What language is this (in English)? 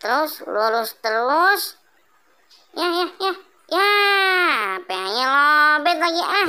Betawi